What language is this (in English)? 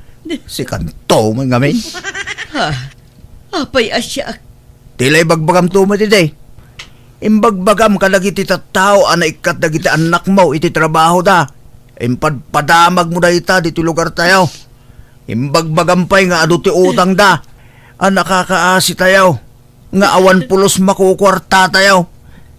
Iloko